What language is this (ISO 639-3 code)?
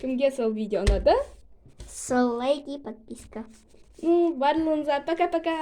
kaz